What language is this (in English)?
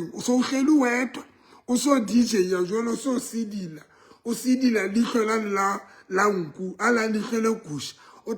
Southern Sotho